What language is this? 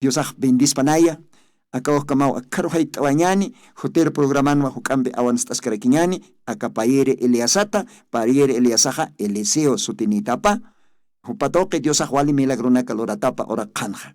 Aymara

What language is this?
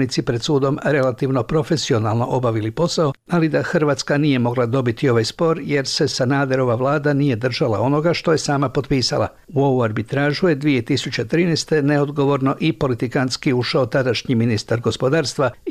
Croatian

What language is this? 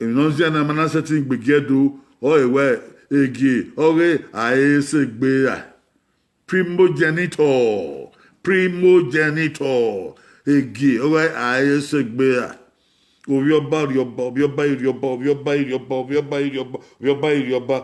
Bini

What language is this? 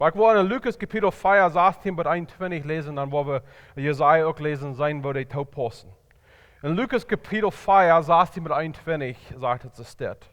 Plautdietsch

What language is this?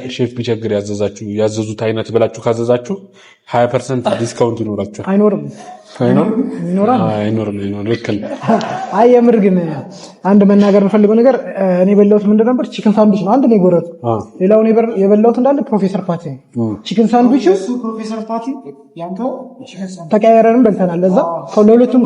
Amharic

